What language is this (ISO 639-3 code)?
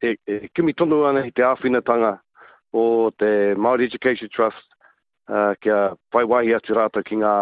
mri